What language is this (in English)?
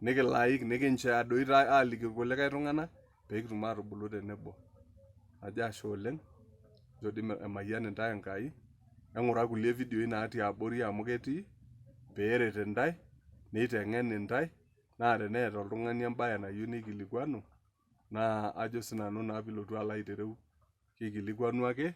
Masai